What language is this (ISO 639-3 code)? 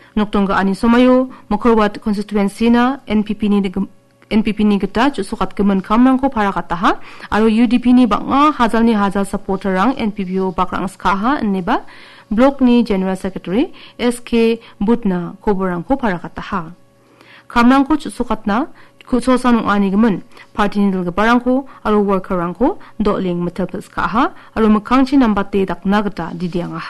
grt